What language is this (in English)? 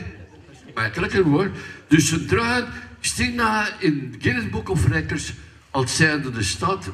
Limburgish